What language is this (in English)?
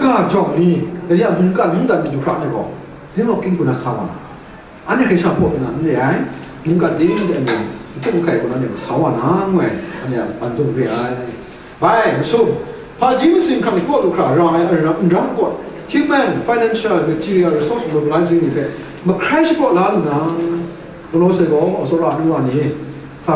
Kachin